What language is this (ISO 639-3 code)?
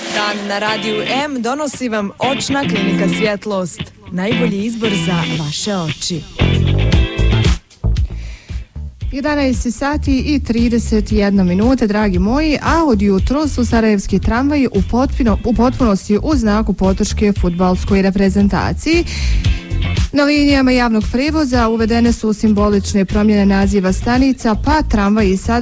bos